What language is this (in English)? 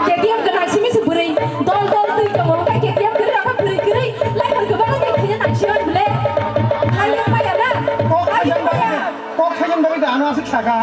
Kok Borok